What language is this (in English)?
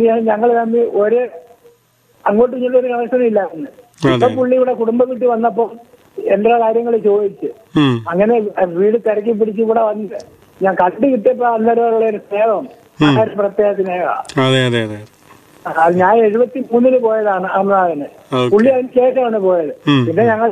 Malayalam